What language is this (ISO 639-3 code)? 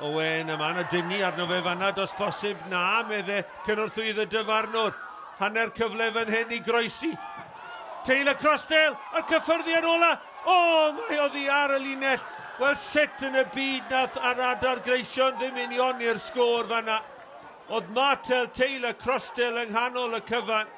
cym